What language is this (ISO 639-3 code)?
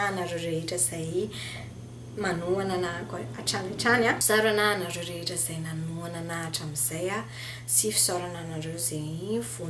mlg